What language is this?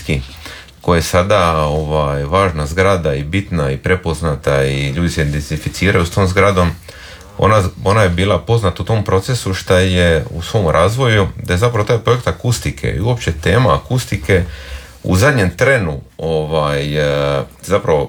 Croatian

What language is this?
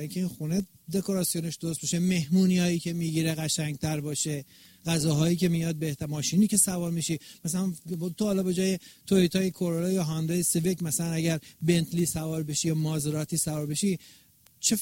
Persian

